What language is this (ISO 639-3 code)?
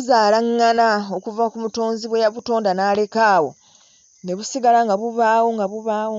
lug